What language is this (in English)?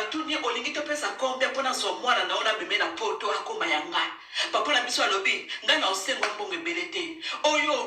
Lingala